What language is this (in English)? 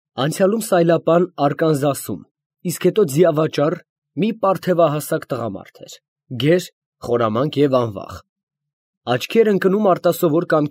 Armenian